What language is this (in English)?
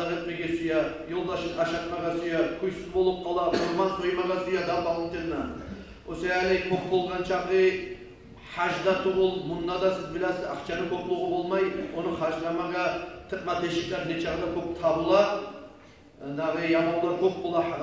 Kumyk